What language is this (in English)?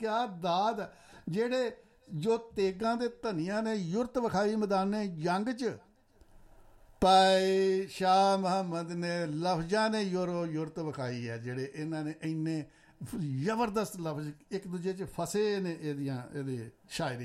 Punjabi